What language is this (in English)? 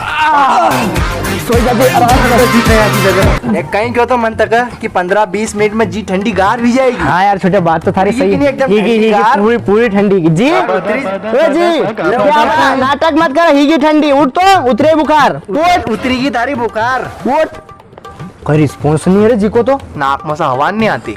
Rajasthani